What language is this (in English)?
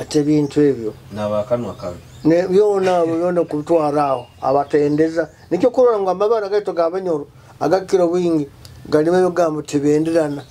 Nyoro